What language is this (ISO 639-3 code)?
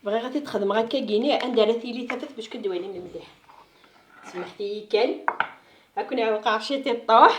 kab